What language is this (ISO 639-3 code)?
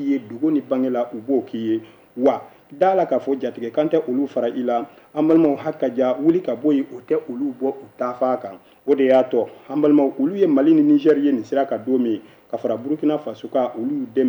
bam